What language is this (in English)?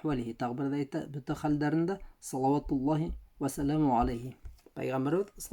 Bashkir